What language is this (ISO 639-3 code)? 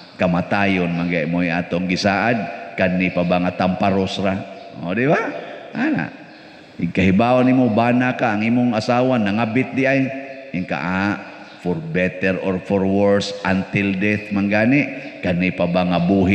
ceb